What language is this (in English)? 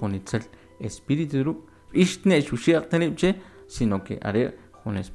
Kʼicheʼ